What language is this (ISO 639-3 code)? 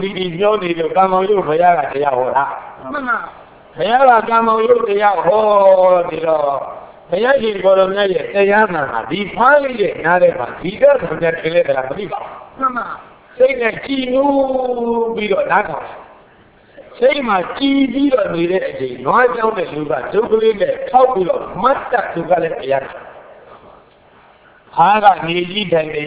mya